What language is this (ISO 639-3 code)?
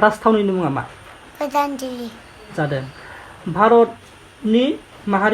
brx